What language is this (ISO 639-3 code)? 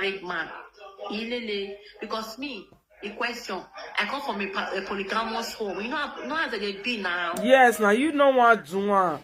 pcm